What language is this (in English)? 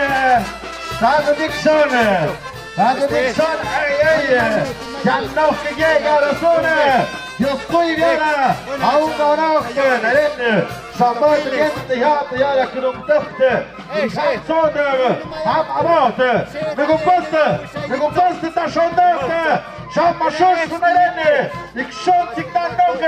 Tlahuitoltepec Mixe